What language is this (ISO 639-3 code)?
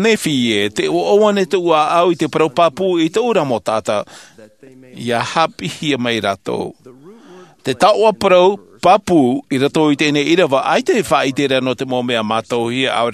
tah